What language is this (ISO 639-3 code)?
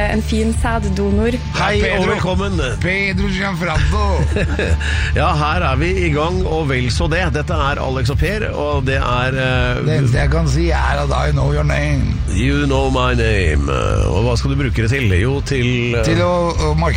nor